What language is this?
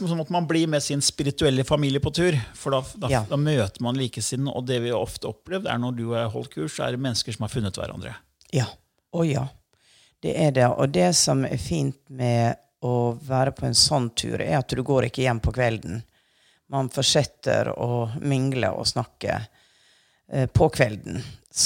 Norwegian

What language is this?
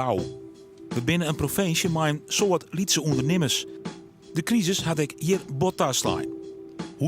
Western Frisian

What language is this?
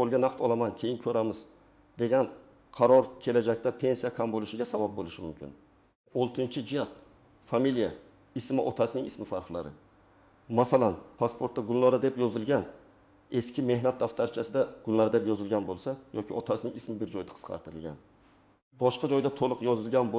Uzbek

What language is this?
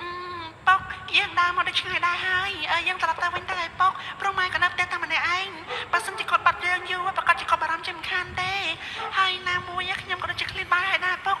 Khmer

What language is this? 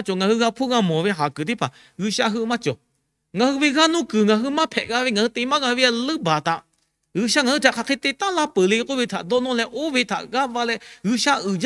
Lahu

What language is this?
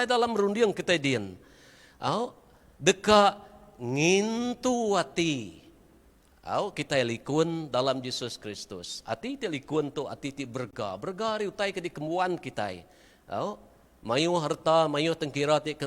Iban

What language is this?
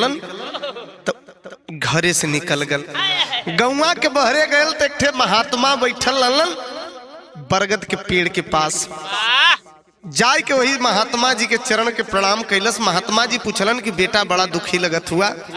Bhojpuri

